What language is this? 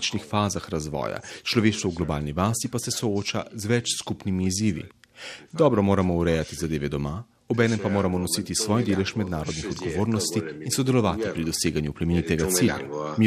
Slovenian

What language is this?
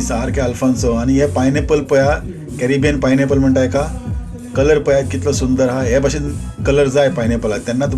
Konkani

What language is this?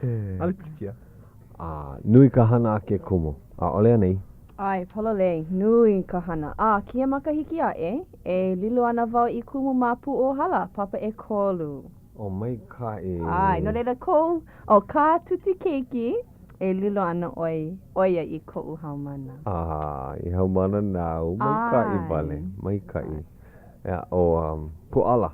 Hawaiian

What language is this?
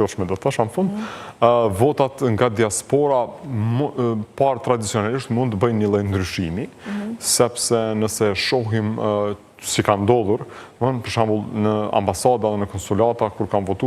Albanian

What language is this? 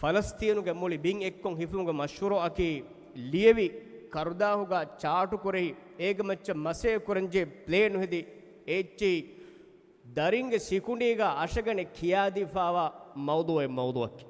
Divehi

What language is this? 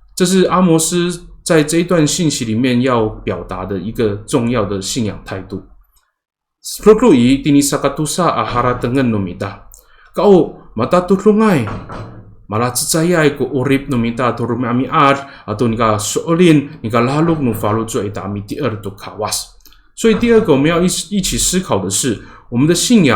Amis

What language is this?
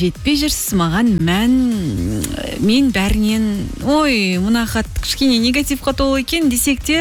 Kazakh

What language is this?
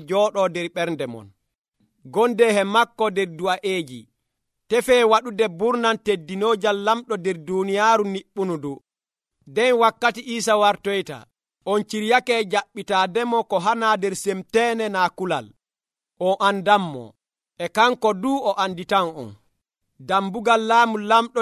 Nigerian Fulfulde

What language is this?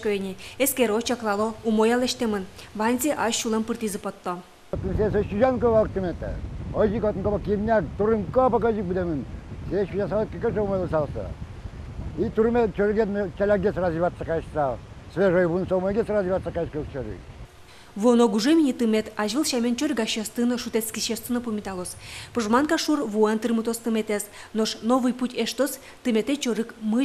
Udmurt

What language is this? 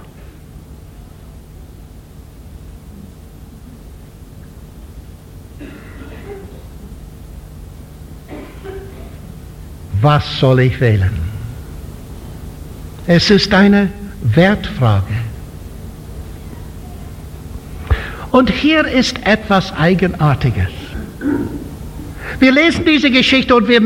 German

